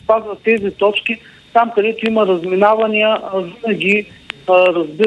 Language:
Bulgarian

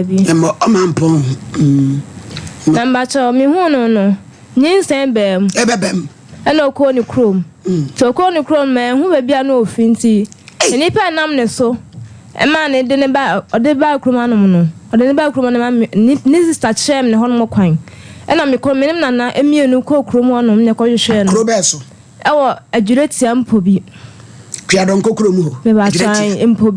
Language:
Akan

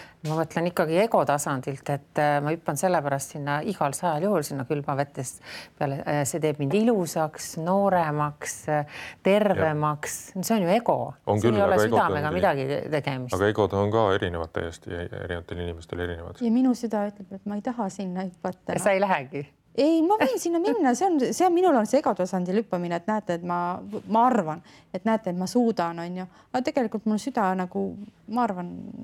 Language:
Estonian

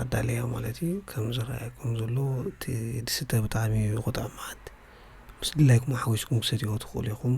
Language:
Tigrinya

